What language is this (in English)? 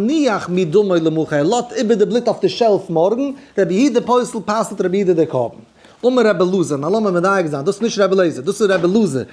Yiddish